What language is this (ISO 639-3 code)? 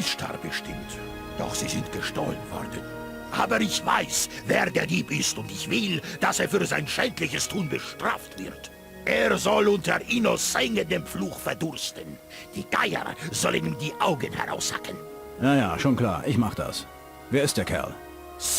bar